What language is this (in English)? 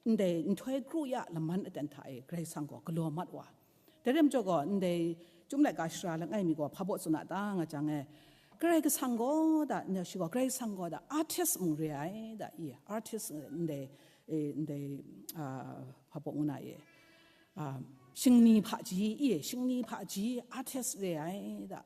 Kachin